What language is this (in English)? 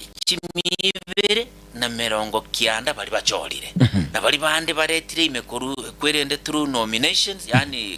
Gusii